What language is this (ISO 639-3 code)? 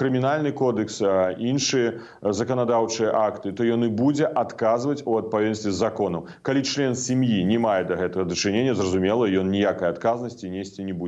bel